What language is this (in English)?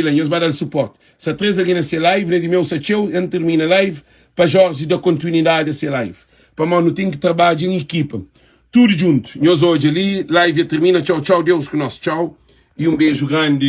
Kabuverdianu